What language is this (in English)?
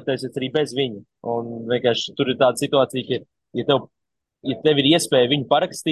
Latvian